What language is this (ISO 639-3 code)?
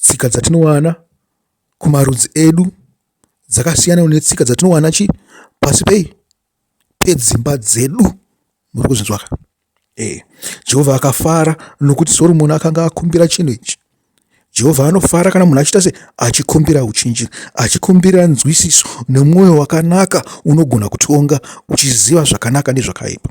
sna